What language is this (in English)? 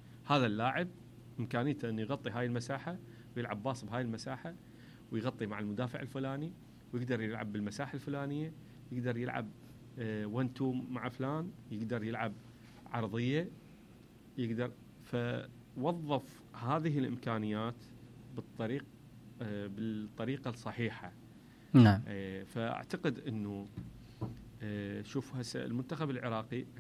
Mesopotamian Arabic